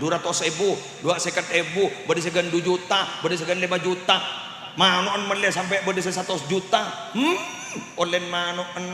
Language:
Madurese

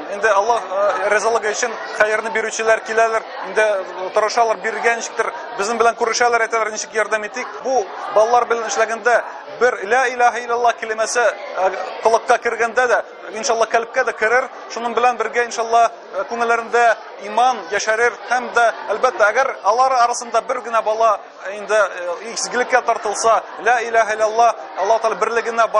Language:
Tatar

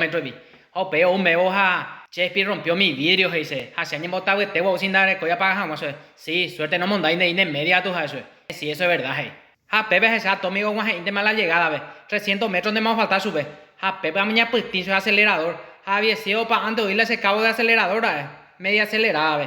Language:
Guarani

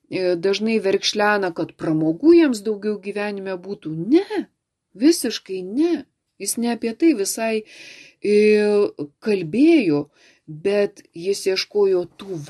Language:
Lithuanian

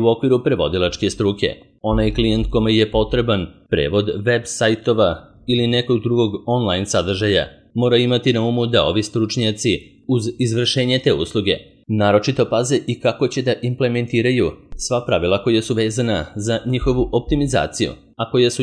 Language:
Serbian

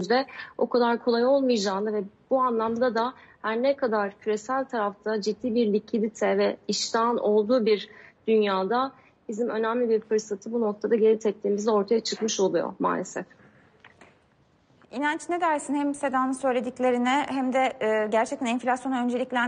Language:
Turkish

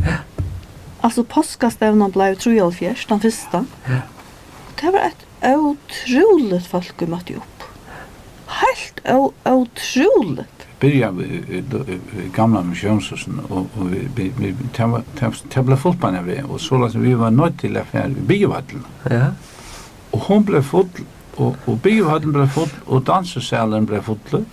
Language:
Faroese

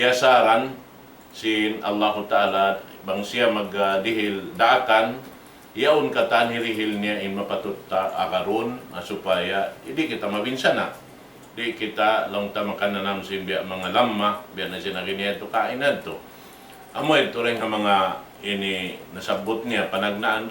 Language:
Tausug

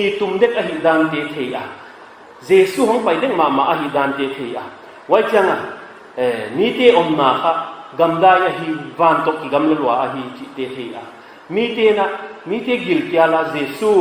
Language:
Paite Chin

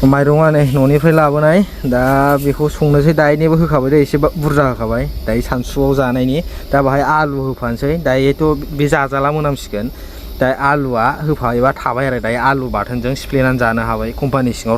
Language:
Bodo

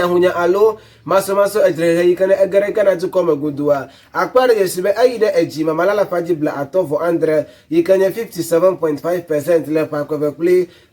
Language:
Ewe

